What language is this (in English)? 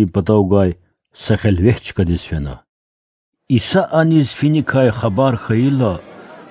Lezghian